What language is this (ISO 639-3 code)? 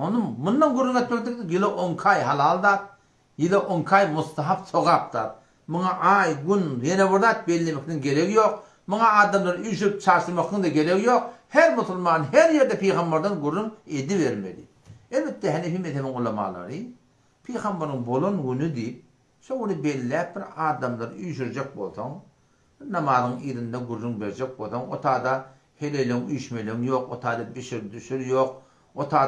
tuk